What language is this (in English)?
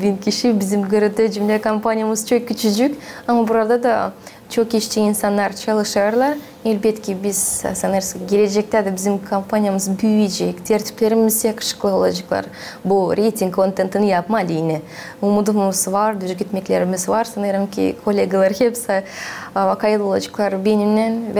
Gagauz